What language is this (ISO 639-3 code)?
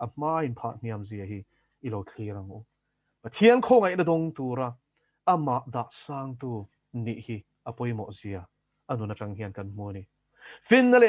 lus